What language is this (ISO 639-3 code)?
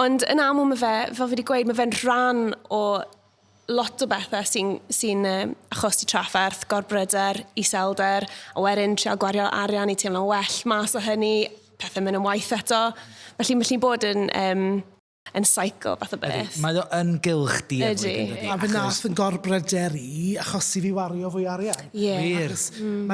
cym